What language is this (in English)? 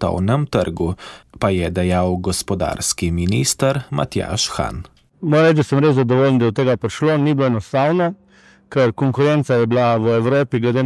Slovenian